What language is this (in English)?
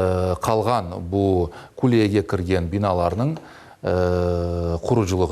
Crimean Tatar